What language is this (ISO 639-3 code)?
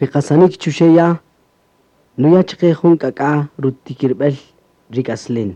cak